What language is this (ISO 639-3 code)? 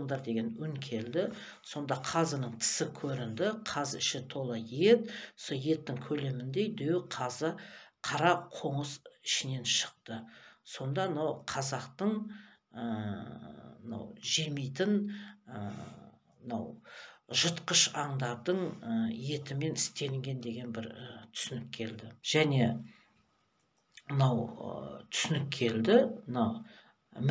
kaz